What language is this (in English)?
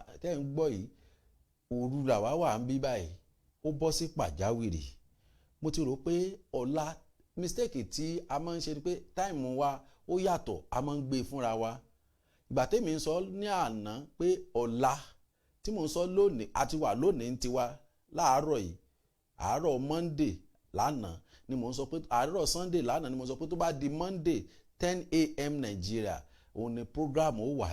Yoruba